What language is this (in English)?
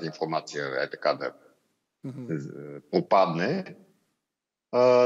Bulgarian